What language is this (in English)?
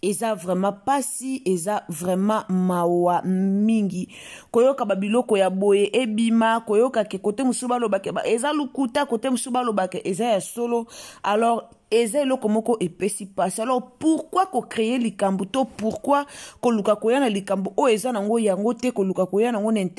Lingala